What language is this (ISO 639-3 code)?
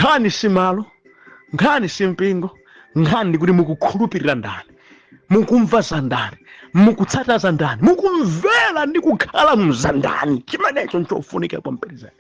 nya